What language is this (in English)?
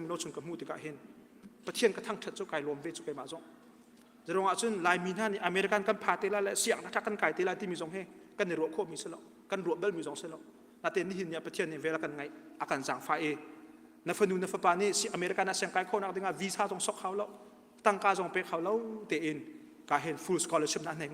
Hakha Chin